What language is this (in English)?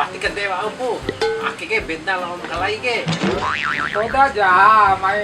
Bima